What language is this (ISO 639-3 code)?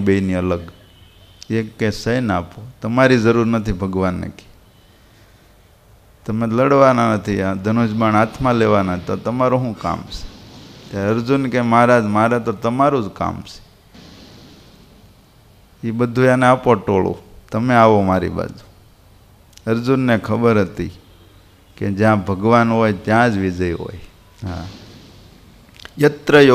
guj